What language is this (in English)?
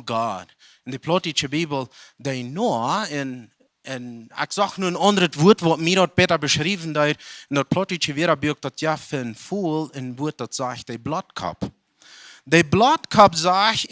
Plautdietsch